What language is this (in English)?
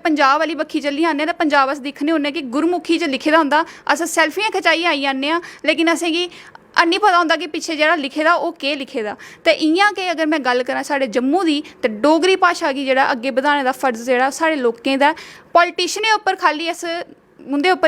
Dogri